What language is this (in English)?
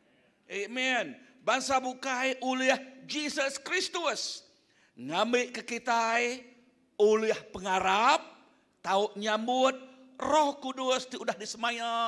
Iban